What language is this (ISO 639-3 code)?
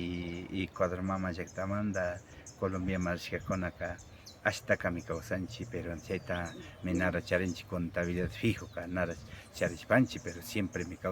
qvi